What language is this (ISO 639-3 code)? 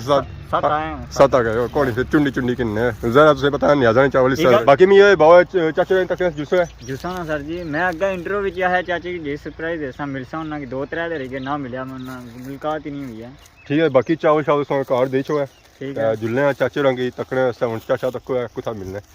phr